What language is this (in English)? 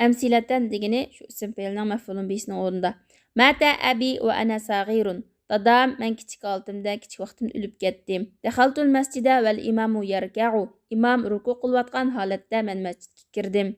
Uyghur